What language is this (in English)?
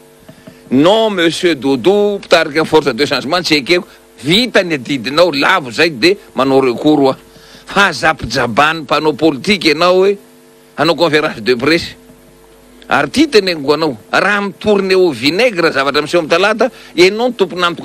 Malagasy